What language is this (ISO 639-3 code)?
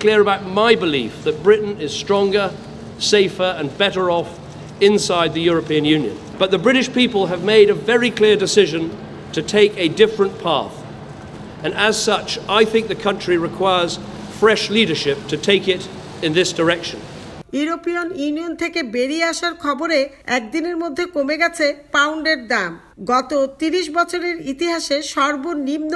ben